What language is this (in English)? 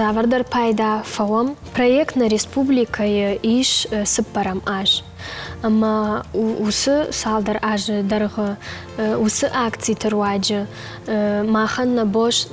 Ossetic